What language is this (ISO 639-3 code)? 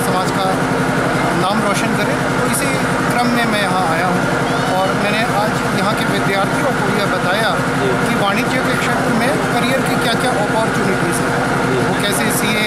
hin